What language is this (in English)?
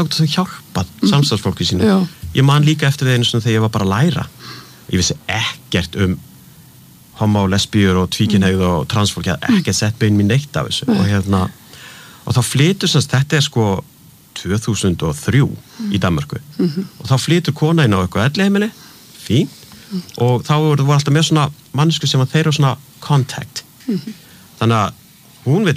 Icelandic